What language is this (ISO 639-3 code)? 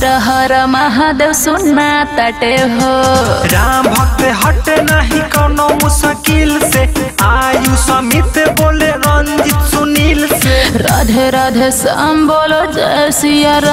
bho